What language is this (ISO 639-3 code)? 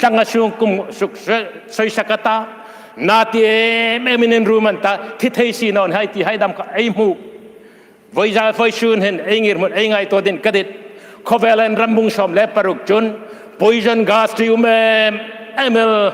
hmr